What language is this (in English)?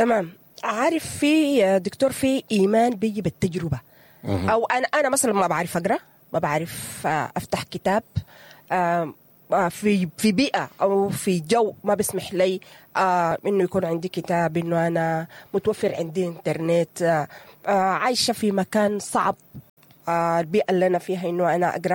Sudanese Arabic